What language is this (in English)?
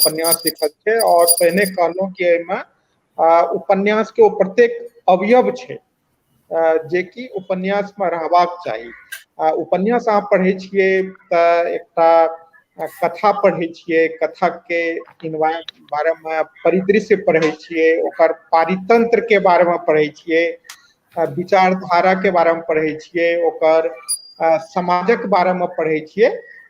Maithili